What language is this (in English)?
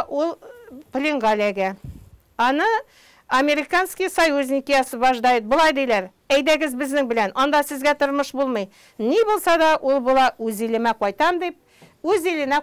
Tatar